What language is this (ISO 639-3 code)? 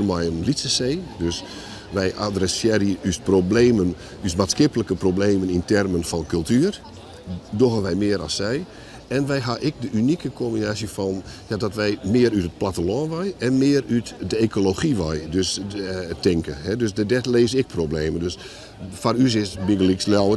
fry